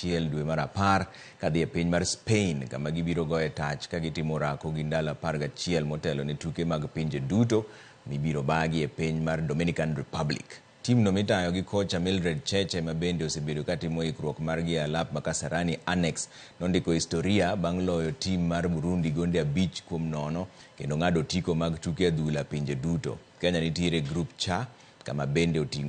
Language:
Luo (Kenya and Tanzania)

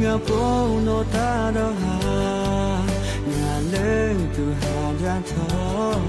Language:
Lahu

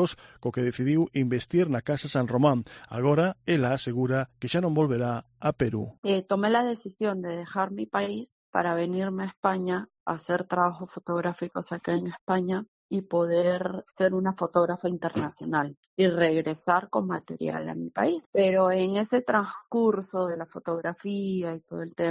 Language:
Galician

